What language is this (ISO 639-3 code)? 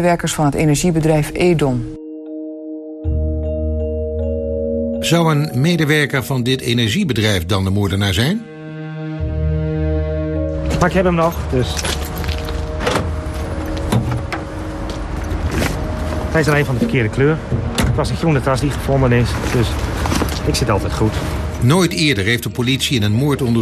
nld